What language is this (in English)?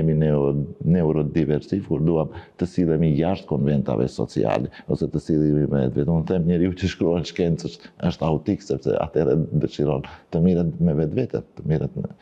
Albanian